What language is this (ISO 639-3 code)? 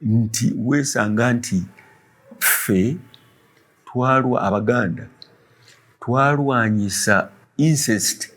lug